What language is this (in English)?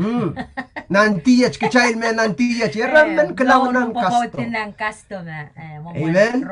Pohnpeian